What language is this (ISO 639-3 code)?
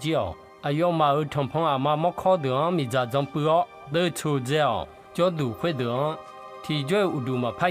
ahk